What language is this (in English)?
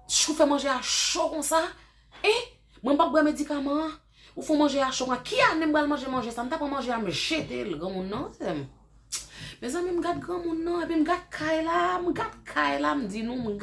Haitian Creole